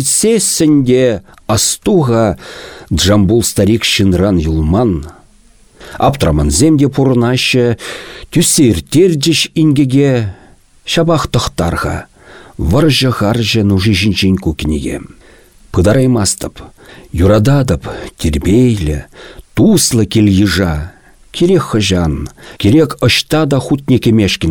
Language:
Chuvash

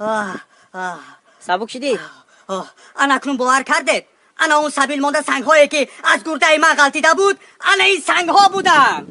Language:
Tajik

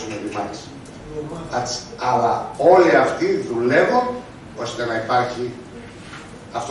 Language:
Greek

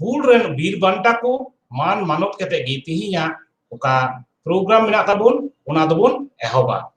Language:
Santali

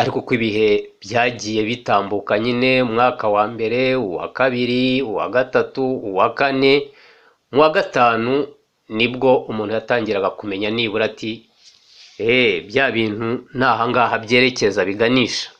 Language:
Kinyarwanda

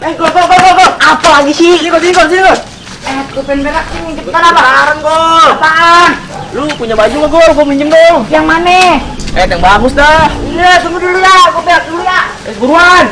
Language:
Betawi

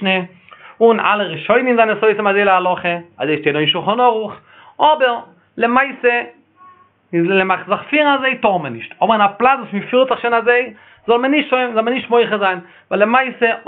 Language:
Yiddish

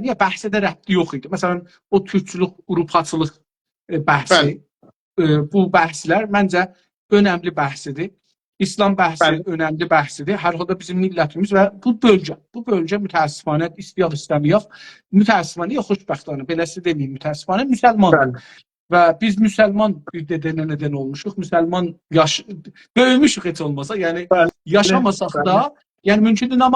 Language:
South Azerbaijani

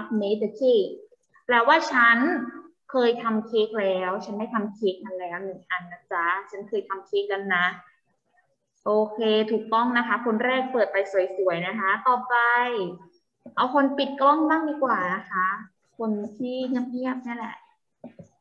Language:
Thai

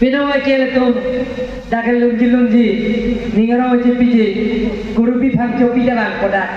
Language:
Karbi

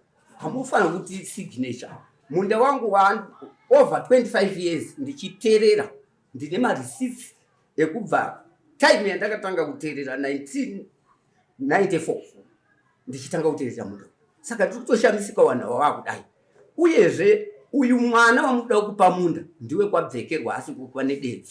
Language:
Shona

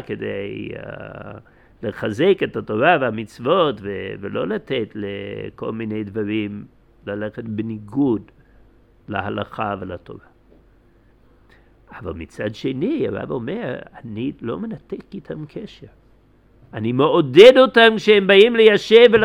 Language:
Hebrew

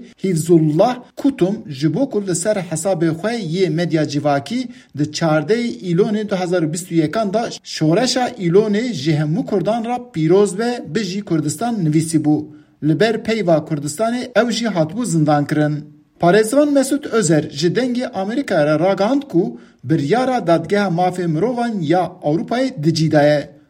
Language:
Kurdish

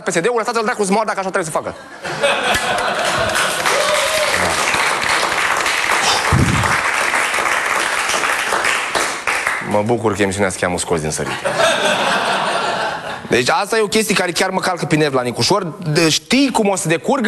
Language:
Romanian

